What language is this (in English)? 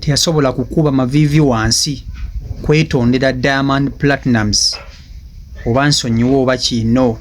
Ganda